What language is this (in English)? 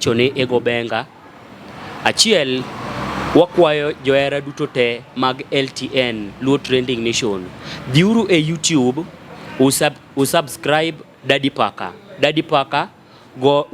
Luo (Kenya and Tanzania)